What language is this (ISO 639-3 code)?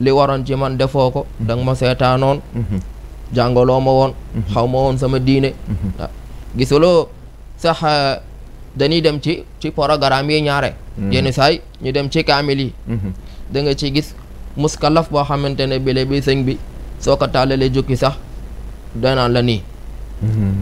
wol